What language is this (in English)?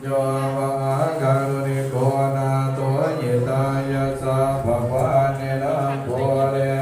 Pali